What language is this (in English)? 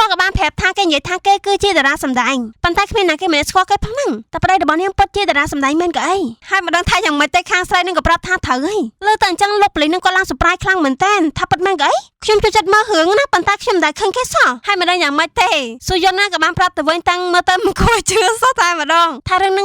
Khmer